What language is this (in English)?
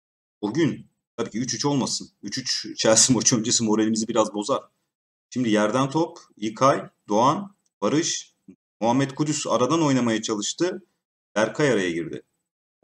Turkish